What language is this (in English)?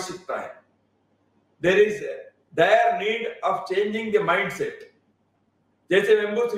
Hindi